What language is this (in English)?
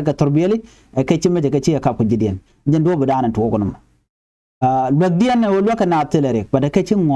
Nuer